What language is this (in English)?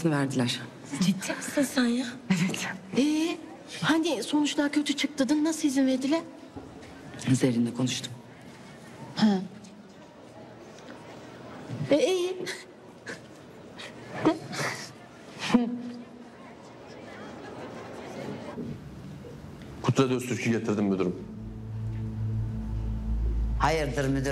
Turkish